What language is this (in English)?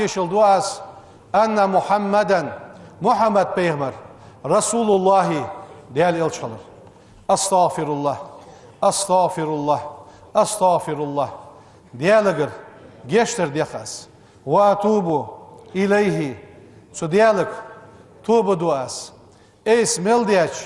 Ingush